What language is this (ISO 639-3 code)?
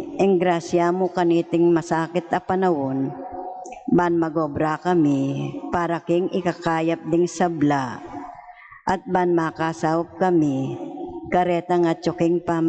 pam